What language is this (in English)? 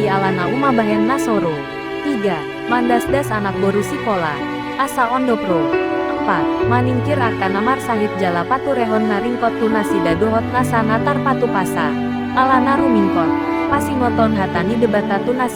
Batak Toba